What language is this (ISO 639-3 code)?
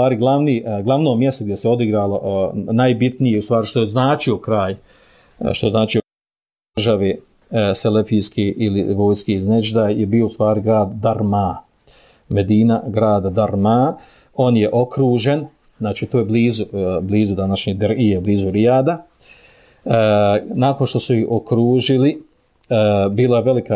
bos